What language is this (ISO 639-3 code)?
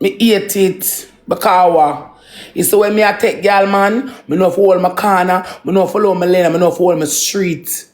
jam